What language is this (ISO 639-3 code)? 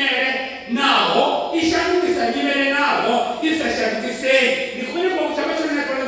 ven